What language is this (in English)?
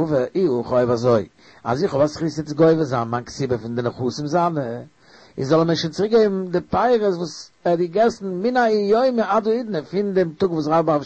Yiddish